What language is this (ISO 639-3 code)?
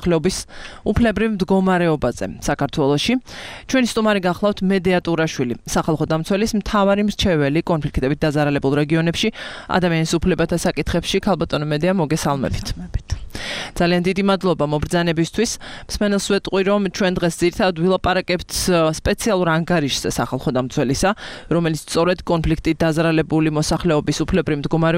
kat